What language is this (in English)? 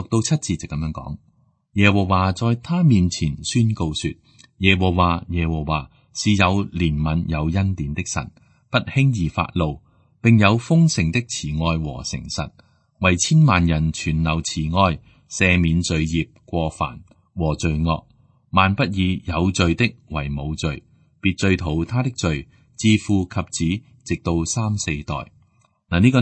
Cantonese